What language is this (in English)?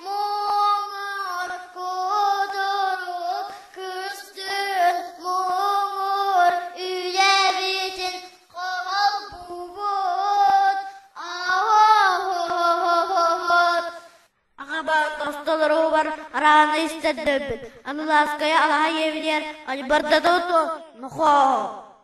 Yakut